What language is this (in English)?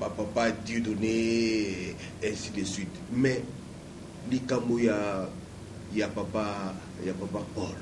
Lingala